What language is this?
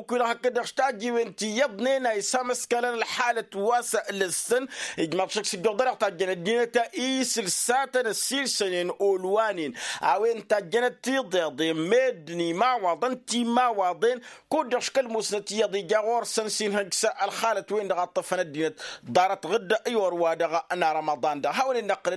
Tamasheq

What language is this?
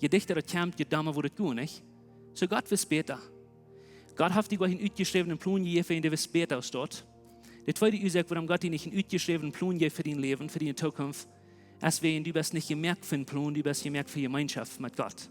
Plautdietsch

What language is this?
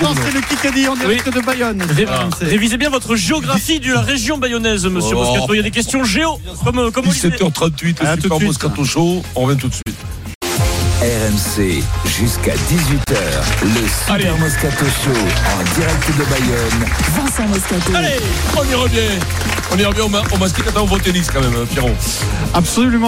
French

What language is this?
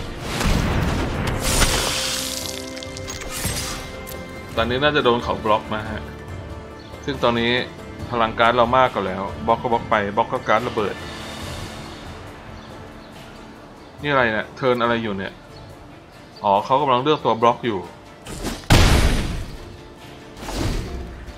Thai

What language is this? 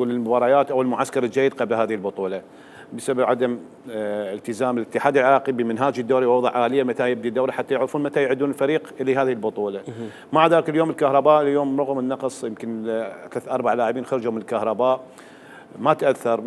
Mesopotamian Arabic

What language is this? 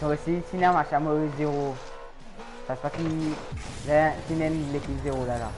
Morisyen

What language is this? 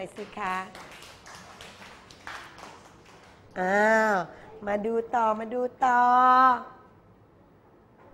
Thai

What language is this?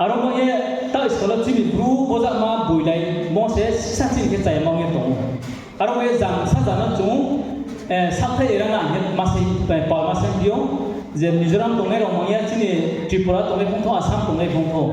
Riang (India)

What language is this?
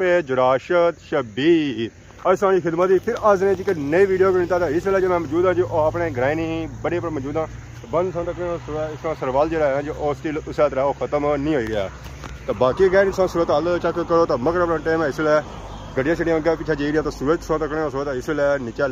Pahari-Potwari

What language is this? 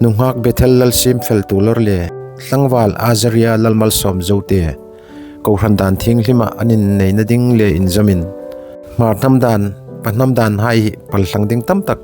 Hmar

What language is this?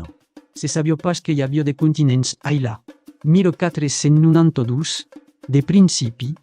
Occitan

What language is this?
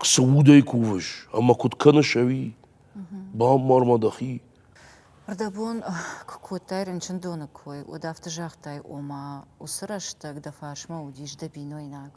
Ossetic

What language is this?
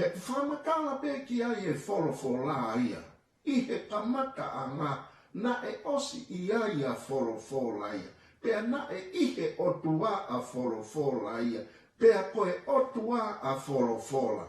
Tongan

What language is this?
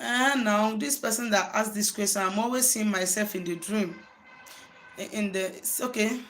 Igbo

